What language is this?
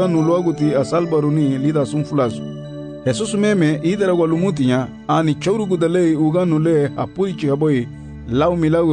Garifuna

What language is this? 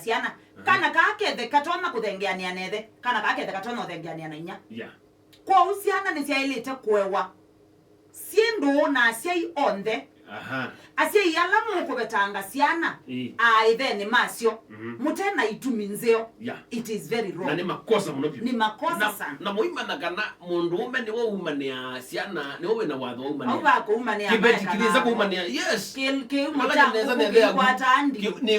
Kamba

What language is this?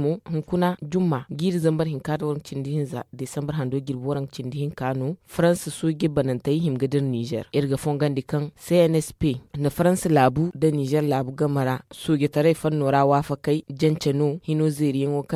Zarma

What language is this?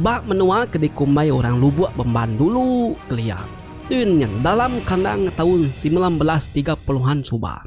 Iban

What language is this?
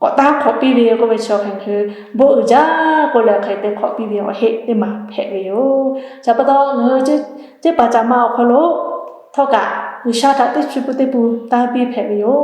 Lahu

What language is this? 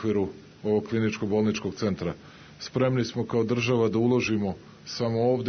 Serbian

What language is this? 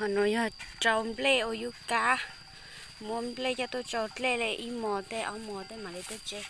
Hmong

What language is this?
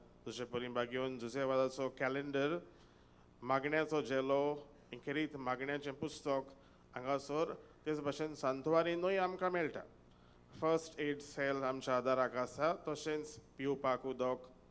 Konkani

